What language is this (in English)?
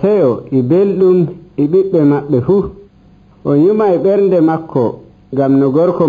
Nigerian Fulfulde